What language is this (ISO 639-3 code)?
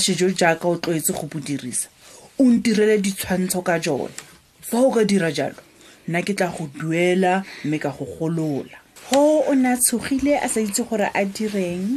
tsn